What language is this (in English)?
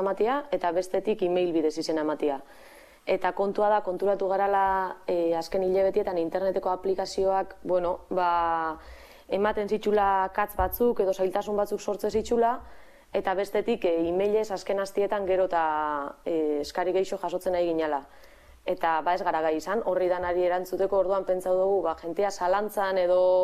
Basque